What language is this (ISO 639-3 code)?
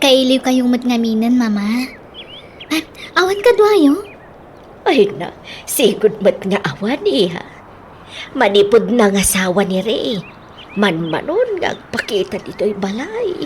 ilo